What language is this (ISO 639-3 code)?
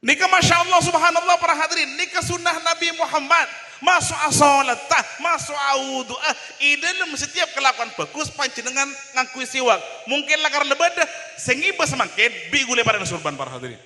mad